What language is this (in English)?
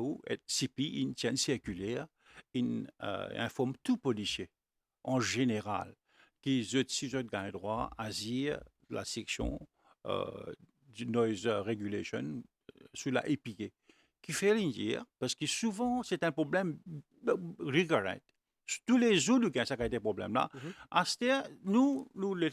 Morisyen